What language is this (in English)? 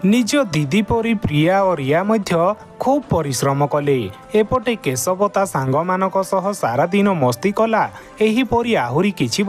Odia